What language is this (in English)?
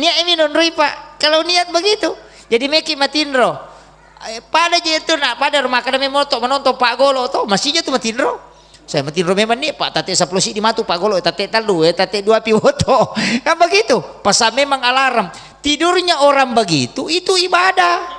Buginese